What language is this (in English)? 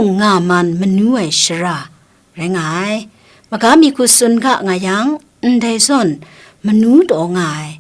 Kachin